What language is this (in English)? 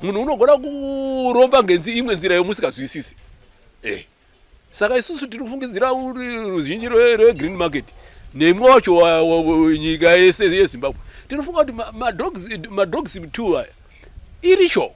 Shona